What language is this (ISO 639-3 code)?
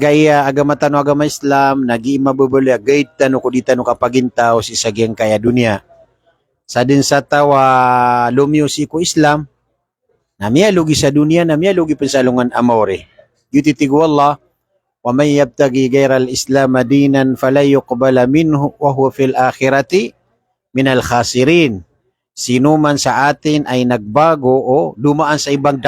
mrw